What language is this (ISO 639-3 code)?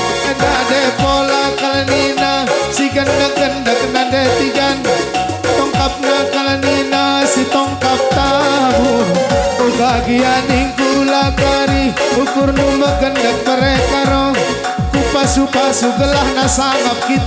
btx